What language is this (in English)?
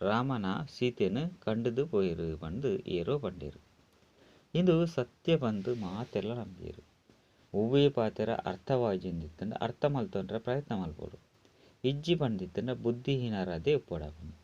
Tulu